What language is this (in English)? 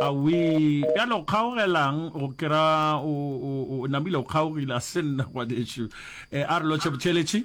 Northern Sotho